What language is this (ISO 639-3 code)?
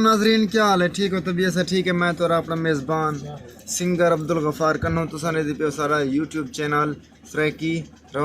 skr